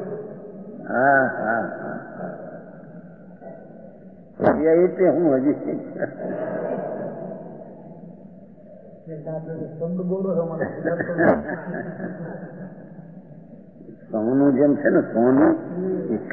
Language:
Gujarati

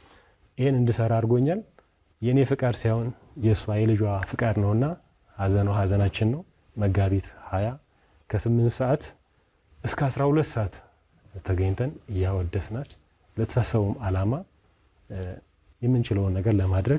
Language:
Amharic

